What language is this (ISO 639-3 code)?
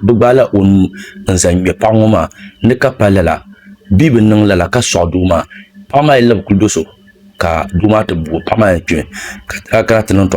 dag